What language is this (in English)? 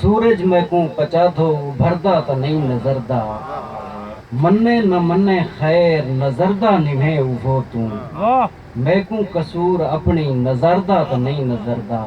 Saraiki